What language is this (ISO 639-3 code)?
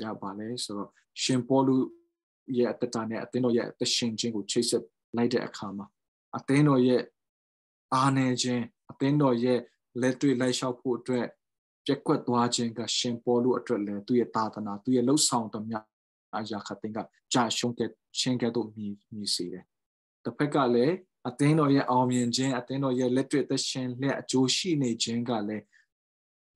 mya